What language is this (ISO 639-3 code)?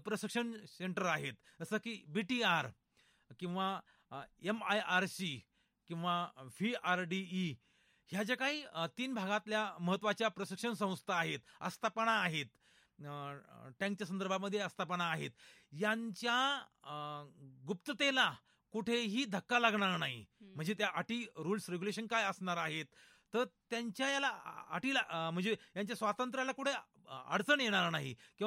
mar